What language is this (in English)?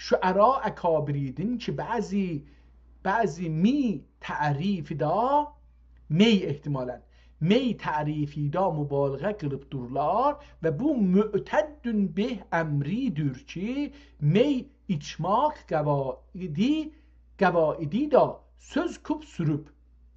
South Azerbaijani